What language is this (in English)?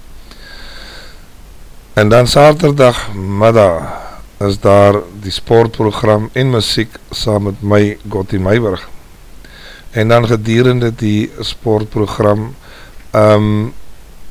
Afrikaans